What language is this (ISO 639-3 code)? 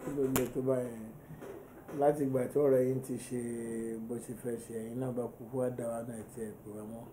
yor